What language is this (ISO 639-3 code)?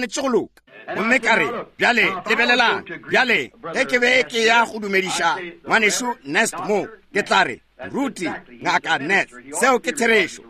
nso